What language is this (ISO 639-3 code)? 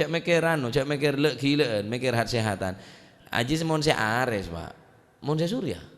mad